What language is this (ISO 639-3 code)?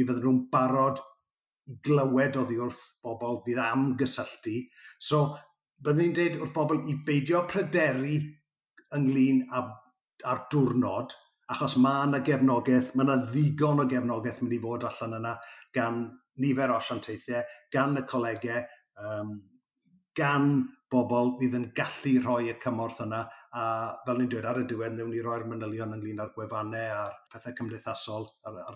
cym